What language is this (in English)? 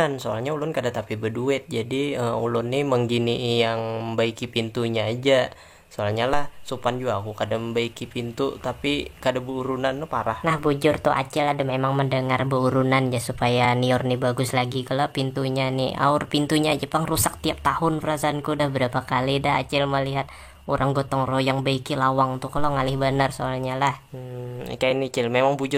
Banjar